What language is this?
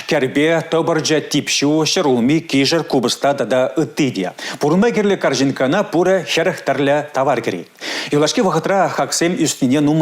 Chuvash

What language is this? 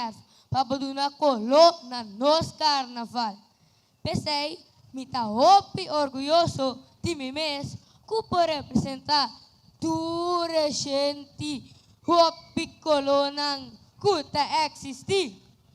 Papiamento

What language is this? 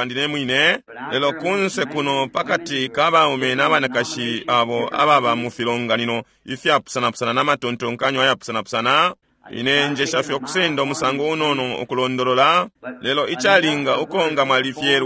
Bemba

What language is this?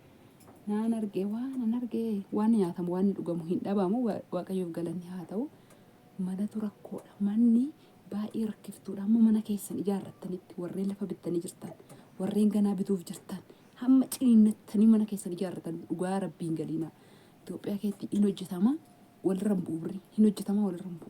Oromo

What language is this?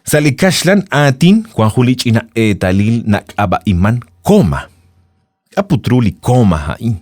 Kekchí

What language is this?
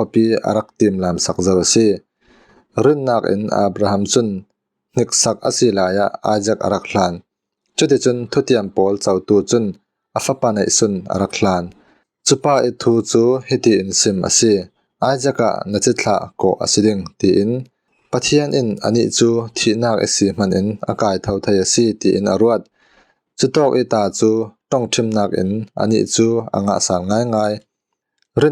Falam Chin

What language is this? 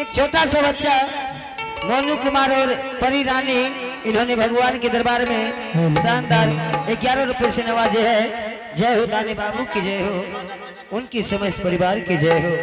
Angika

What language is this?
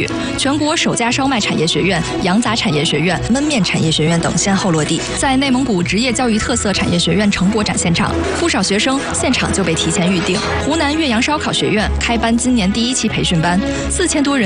Chinese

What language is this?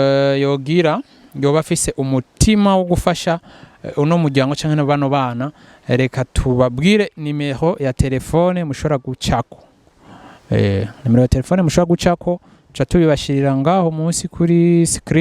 Rundi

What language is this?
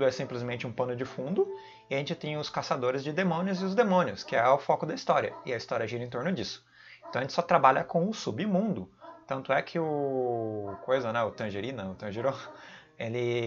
Portuguese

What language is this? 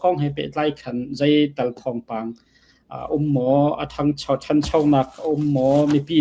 Falam Chin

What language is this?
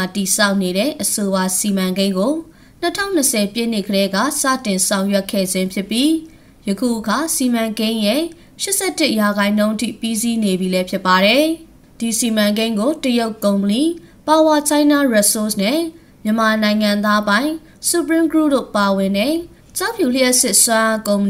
Burmese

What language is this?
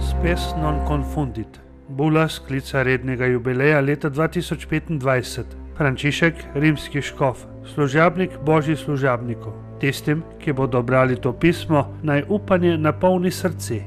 Slovenian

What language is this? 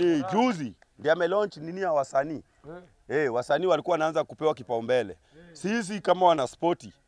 Swahili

